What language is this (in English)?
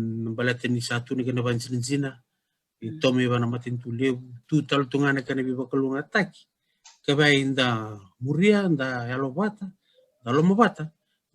Fijian